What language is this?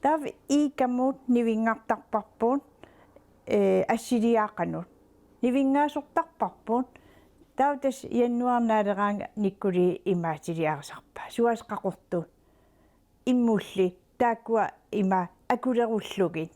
Kalaallisut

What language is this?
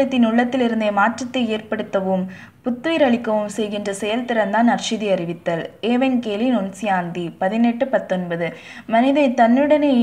Tamil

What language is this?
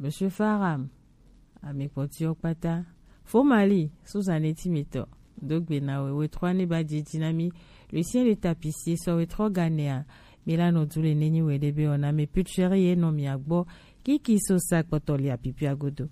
Gen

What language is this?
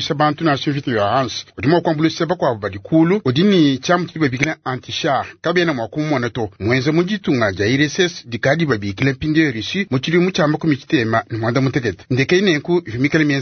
Luba-Lulua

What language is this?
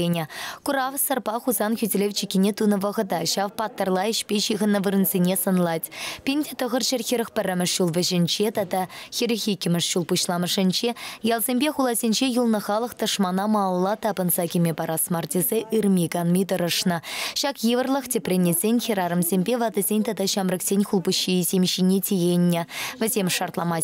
Chuvash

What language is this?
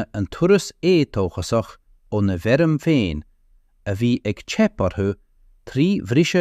Irish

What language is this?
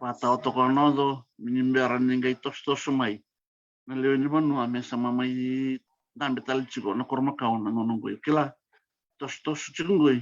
Fijian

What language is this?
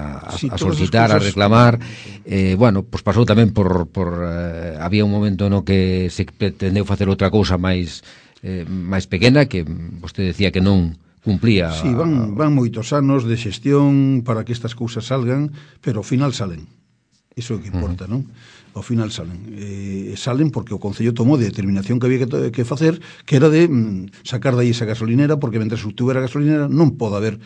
Galician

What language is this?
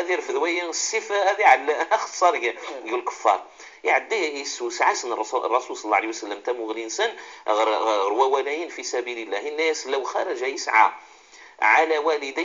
Moroccan Arabic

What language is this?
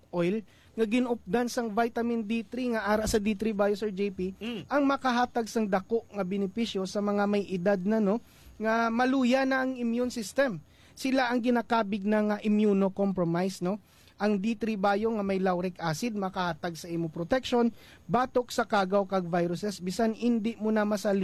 Hiligaynon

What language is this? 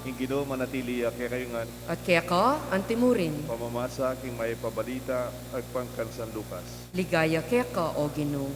Pampanga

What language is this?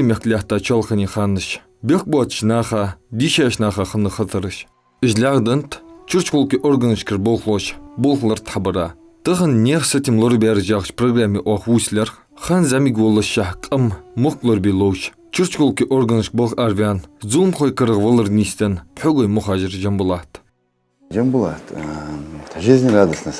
Ingush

